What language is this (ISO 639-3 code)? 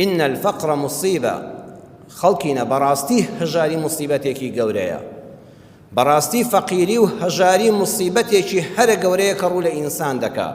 ckb